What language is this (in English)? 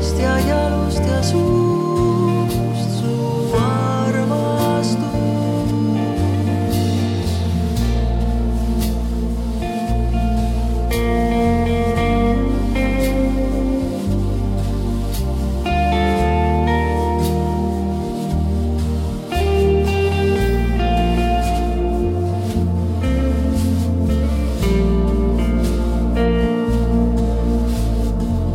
Estonian